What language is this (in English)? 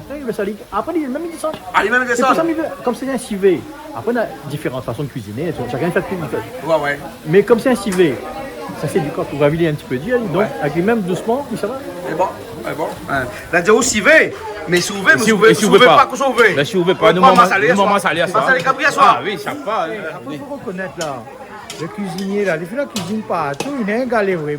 Réunion Creole French